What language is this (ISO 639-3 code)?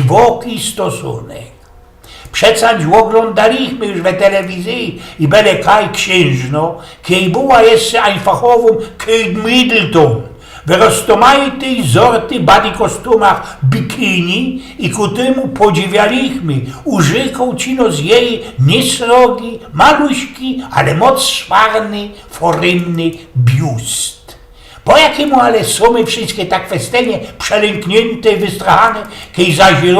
szl